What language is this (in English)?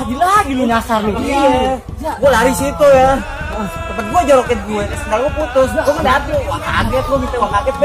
Betawi